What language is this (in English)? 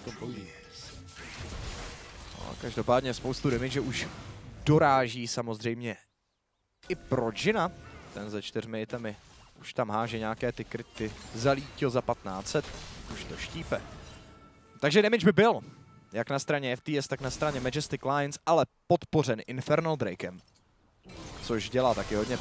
Czech